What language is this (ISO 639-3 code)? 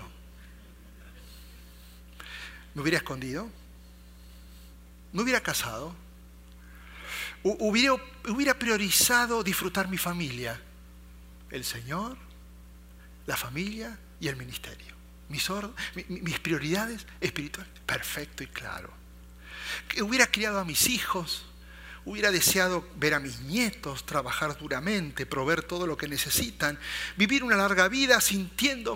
spa